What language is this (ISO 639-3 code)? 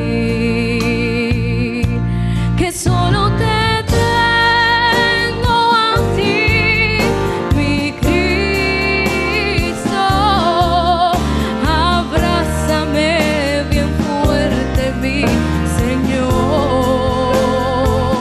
spa